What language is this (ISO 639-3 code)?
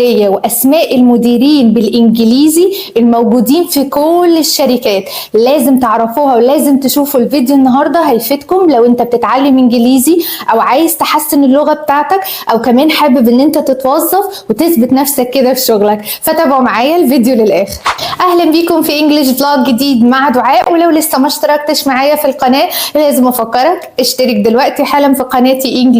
arz